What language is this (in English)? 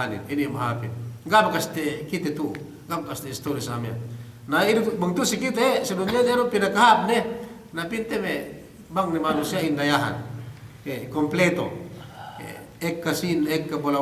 Yakan